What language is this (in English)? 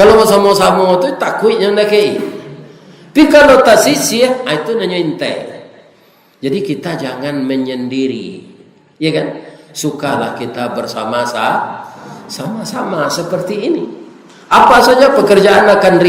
Minangkabau